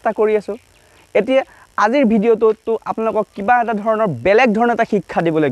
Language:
Assamese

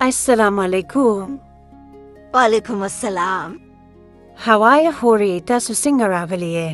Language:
Pashto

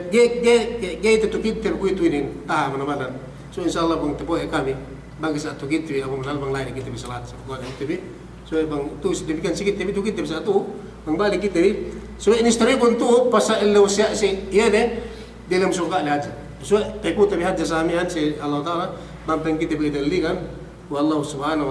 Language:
Yakan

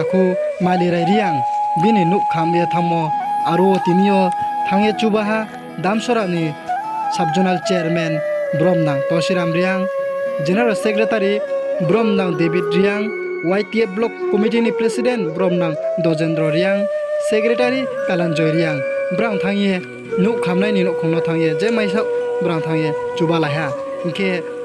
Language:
Riang (India)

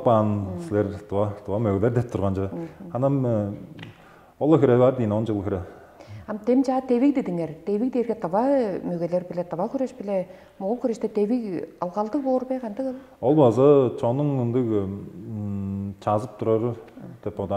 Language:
Tuvinian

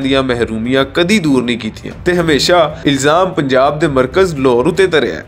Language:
Western Panjabi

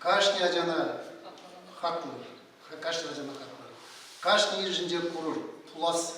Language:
Chuvash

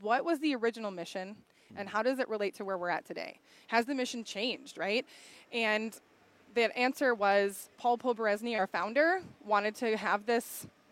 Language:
English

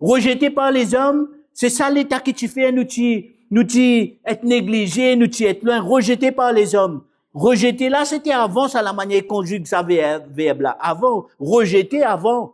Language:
Morisyen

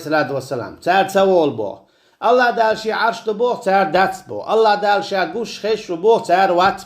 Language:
Chechen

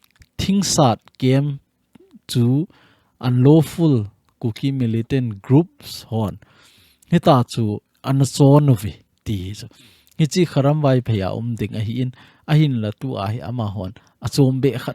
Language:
Thado Chin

